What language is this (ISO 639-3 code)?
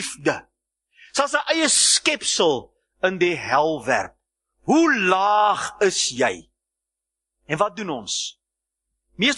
afr